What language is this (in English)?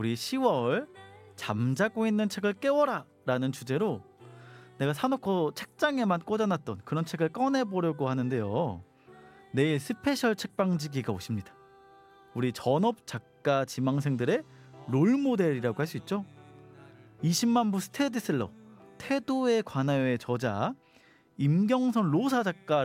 Korean